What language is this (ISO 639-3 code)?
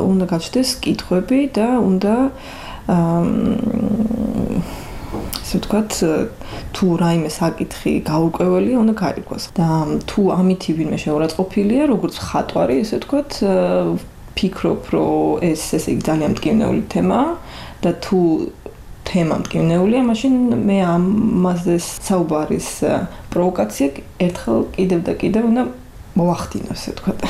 kat